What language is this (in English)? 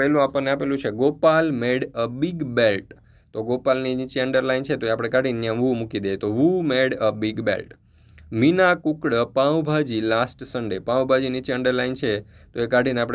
Gujarati